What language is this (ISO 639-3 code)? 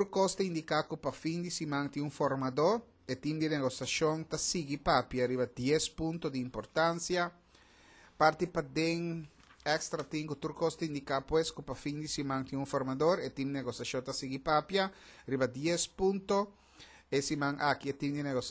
pap